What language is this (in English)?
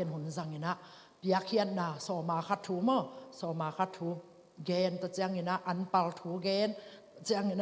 Tedim Chin